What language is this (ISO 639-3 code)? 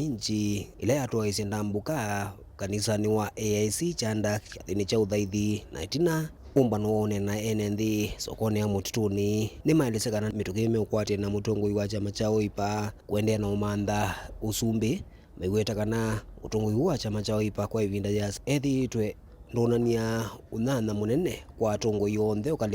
kam